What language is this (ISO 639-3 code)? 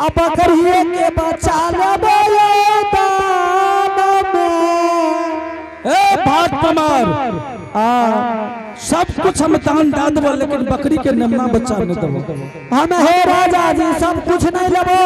anp